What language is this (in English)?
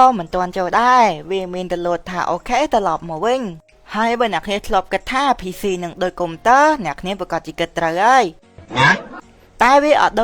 Khmer